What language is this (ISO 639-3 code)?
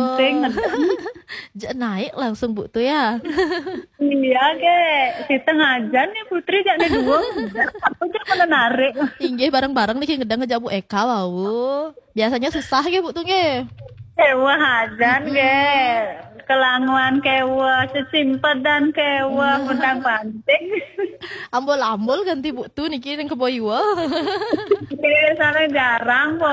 ban